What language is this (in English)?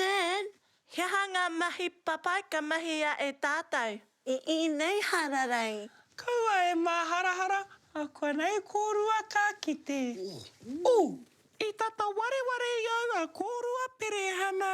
Māori